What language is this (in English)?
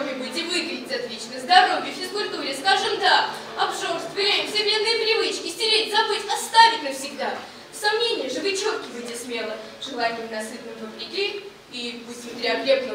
Russian